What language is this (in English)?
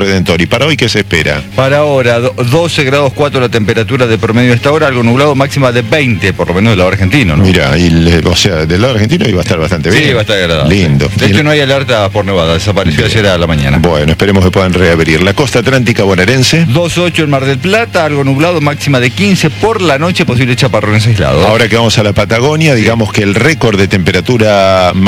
Spanish